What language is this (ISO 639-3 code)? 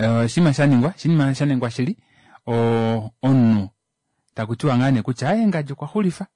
kua